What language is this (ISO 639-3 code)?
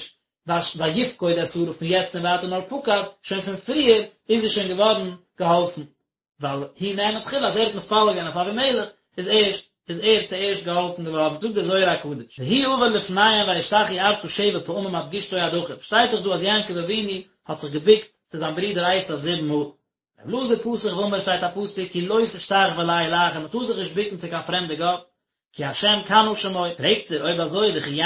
yid